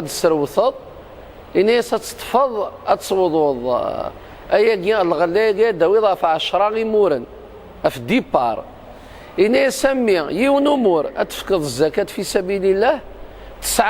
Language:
Kabyle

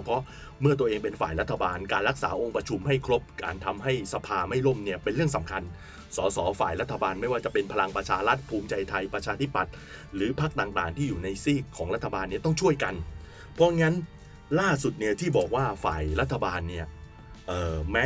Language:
Thai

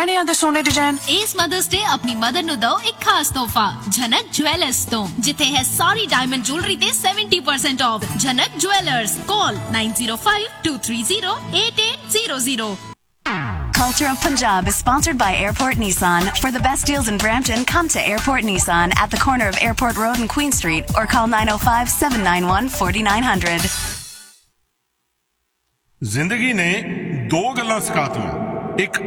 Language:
Punjabi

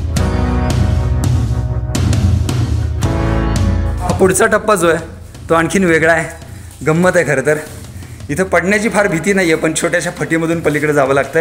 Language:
Marathi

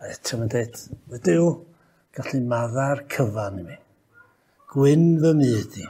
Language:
Welsh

